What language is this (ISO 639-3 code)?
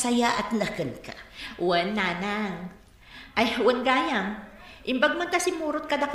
ilo